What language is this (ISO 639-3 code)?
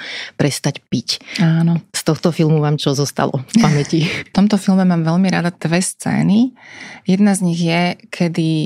slk